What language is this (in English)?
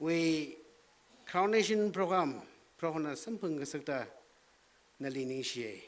Tangkhul Naga (India)